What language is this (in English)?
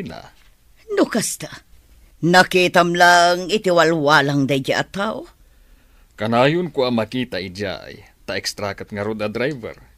Iloko